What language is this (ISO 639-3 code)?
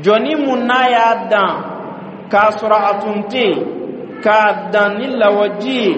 bam